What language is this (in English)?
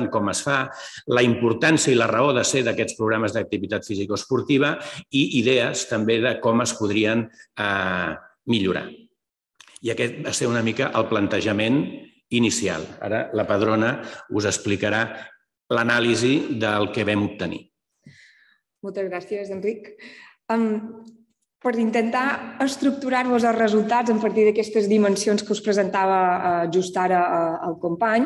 Catalan